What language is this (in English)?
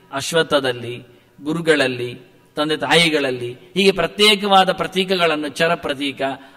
Kannada